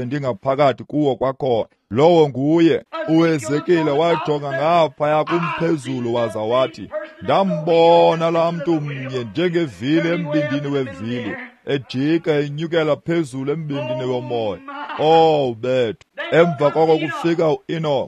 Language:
Xhosa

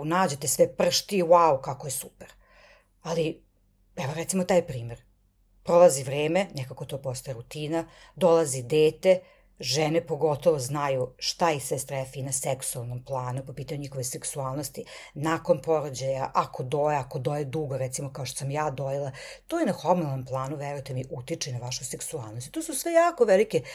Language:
Serbian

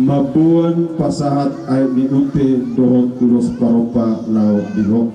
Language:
Batak Toba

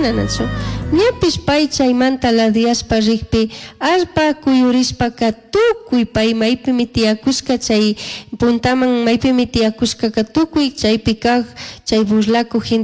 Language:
Chimborazo Highland Quichua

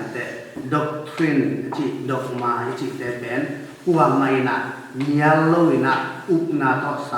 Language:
Tedim Chin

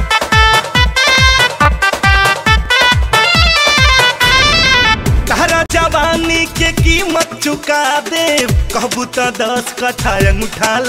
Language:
Bhojpuri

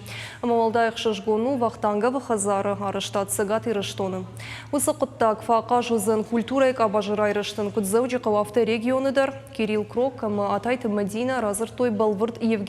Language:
Ossetic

